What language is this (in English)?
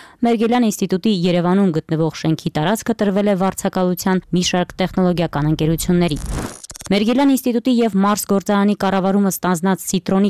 Armenian